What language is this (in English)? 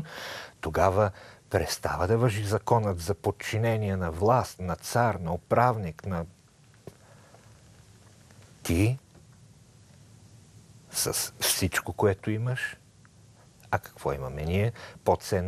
Bulgarian